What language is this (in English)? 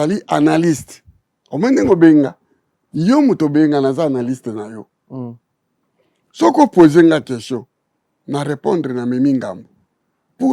Lingala